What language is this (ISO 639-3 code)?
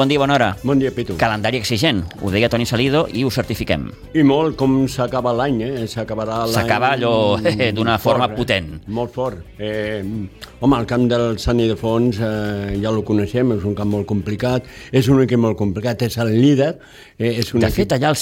cat